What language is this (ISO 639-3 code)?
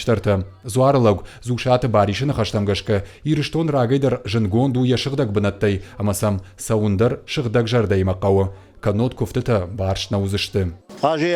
oss